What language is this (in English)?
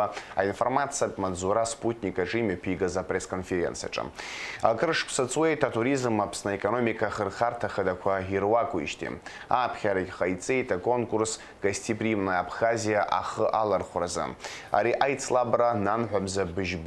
Abkhazian